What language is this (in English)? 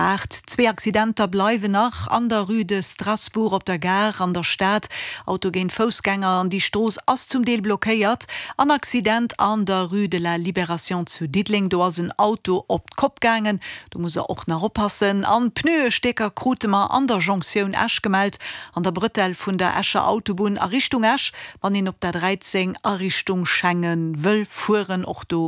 Luxembourgish